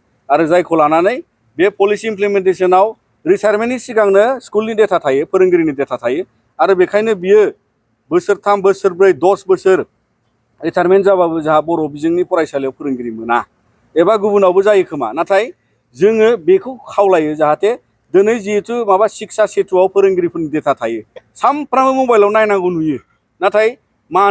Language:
Bodo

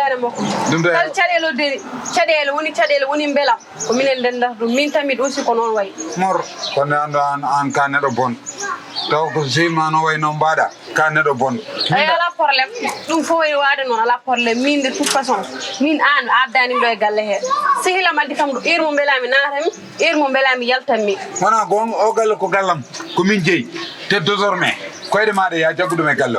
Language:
Fula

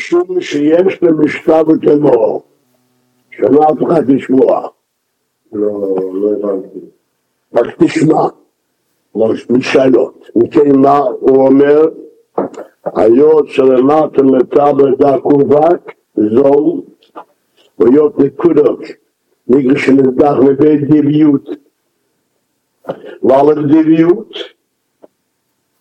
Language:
Hebrew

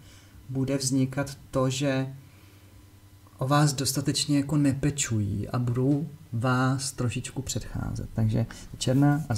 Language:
Czech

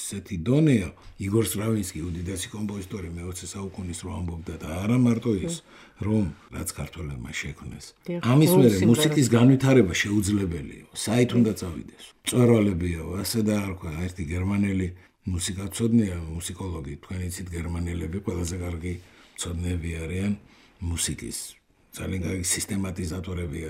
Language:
Georgian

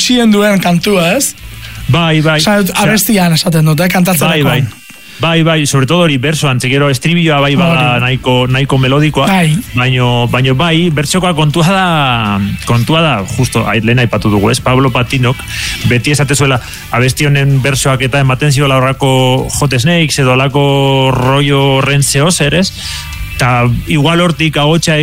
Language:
Basque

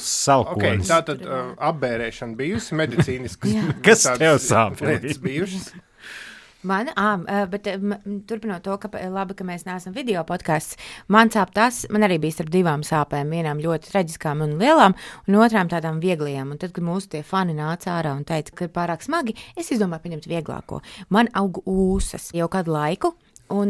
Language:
Latvian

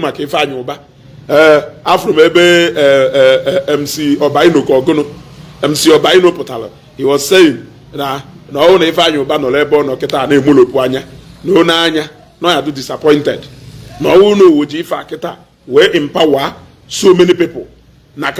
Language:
Igbo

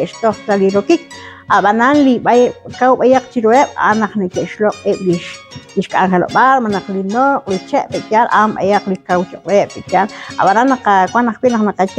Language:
Kekchí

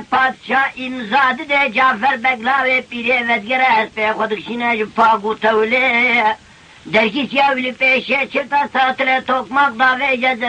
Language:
Kurdish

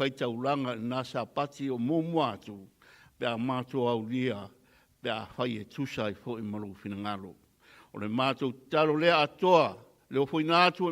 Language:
Samoan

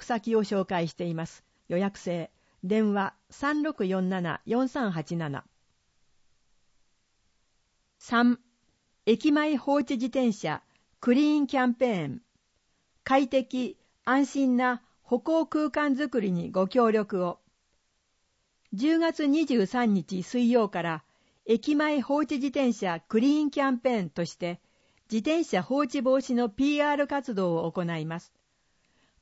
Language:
Japanese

